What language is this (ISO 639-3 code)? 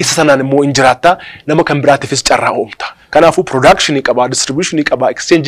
orm